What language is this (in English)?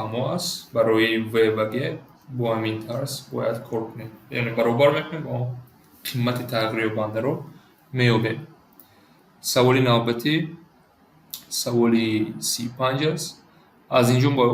Tajik